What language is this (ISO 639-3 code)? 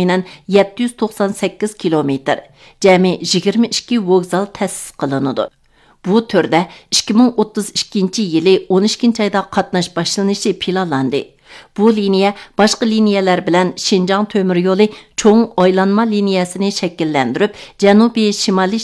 uig